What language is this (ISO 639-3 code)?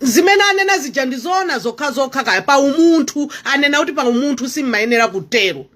nya